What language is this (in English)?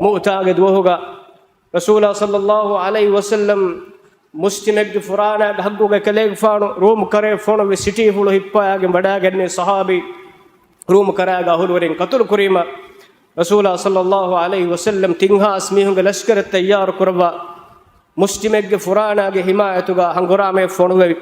Divehi